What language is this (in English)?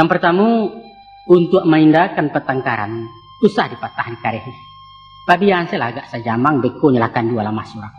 Minangkabau